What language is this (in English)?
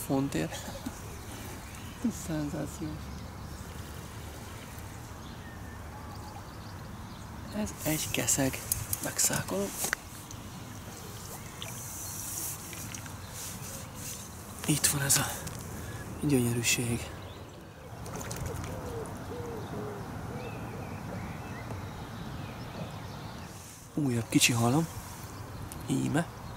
Hungarian